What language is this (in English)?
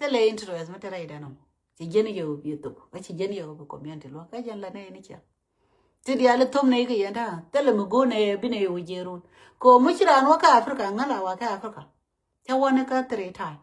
Nuer